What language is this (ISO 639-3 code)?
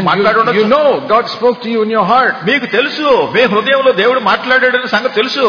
tel